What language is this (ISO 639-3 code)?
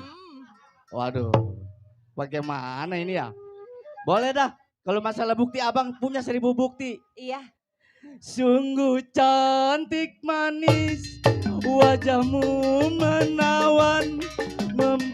bew